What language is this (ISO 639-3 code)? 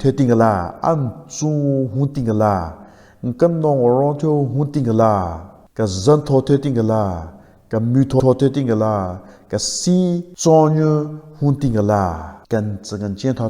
nre